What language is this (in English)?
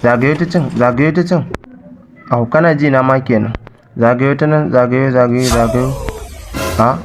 Hausa